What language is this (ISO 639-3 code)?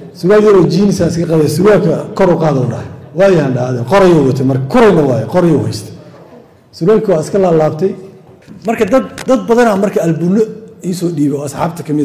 som